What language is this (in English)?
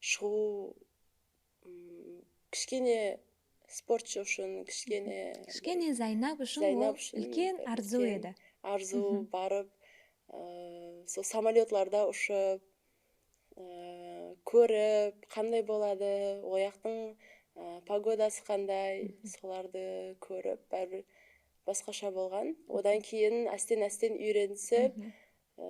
Kara-Kalpak